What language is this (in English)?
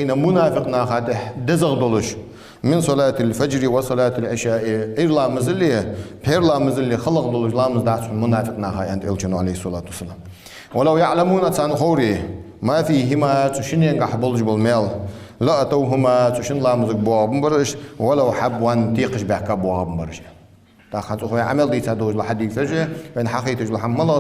Ingush